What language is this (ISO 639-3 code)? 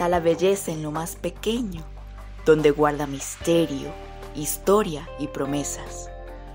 spa